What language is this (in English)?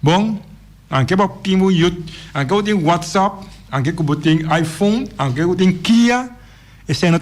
Papiamento